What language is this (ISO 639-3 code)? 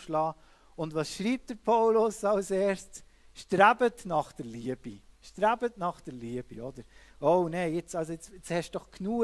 gsw